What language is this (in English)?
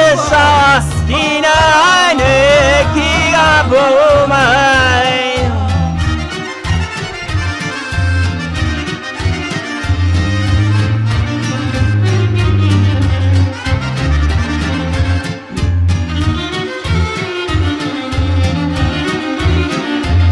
Danish